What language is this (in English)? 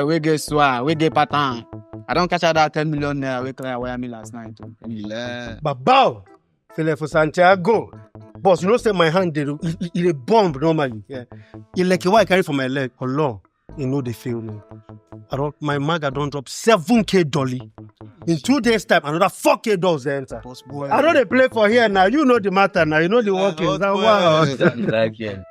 Nigerian Pidgin